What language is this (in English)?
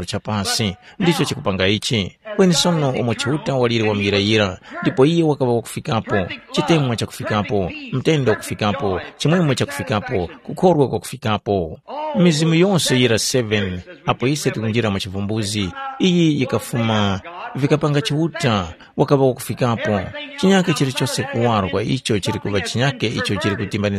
Tumbuka